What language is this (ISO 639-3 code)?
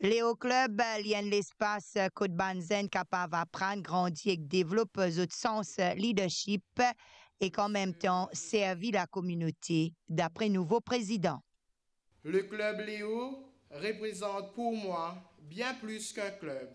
mfe